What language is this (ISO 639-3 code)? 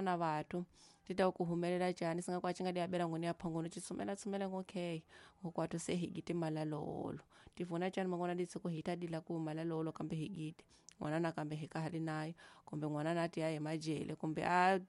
tso